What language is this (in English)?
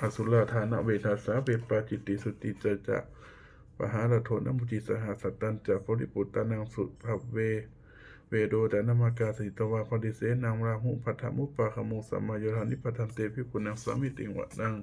Pali